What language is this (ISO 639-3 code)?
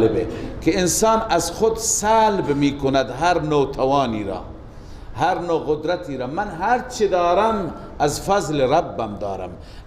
fas